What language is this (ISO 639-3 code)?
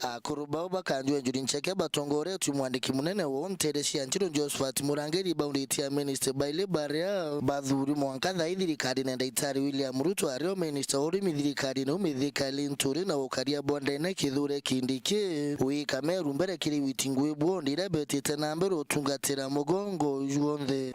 mer